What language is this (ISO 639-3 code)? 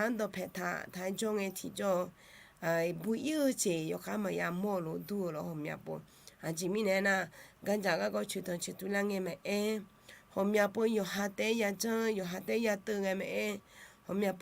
ahk